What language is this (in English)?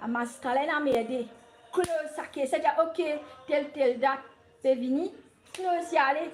Morisyen